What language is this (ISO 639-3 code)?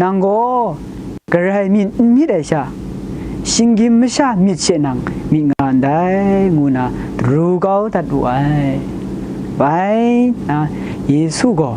kac